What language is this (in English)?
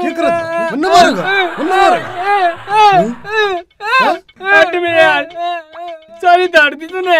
Haryanvi